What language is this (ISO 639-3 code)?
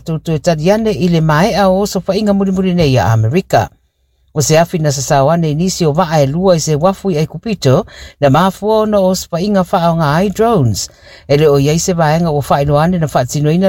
smo